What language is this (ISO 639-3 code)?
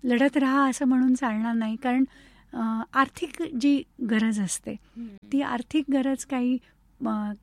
mar